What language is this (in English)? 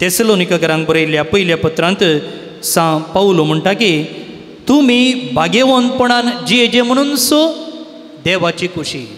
Konkani